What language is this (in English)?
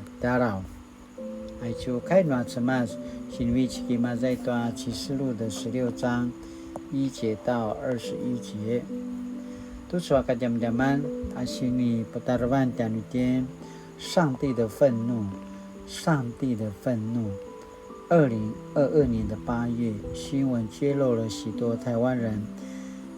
Paiwan